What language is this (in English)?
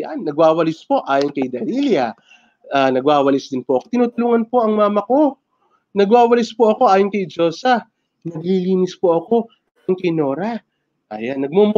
Filipino